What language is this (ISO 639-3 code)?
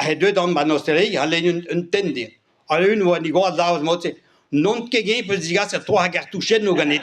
bre